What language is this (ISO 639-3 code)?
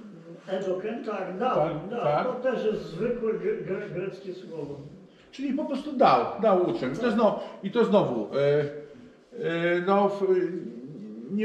pol